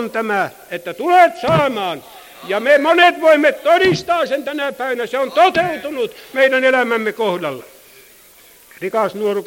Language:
Finnish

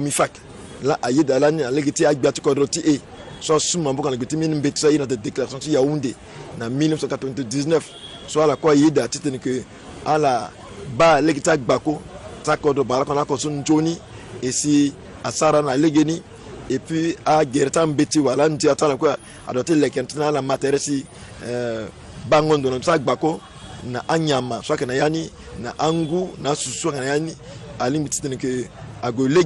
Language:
Sango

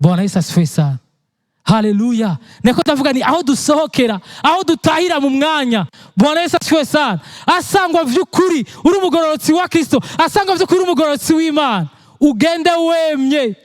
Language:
Rundi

